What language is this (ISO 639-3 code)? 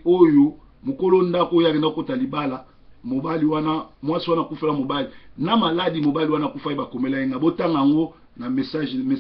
lin